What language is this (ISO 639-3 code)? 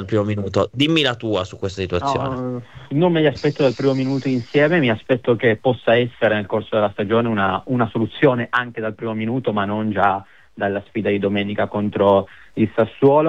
ita